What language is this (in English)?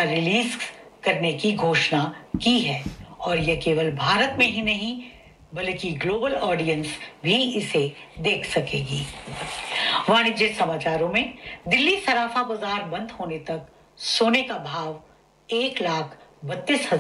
Hindi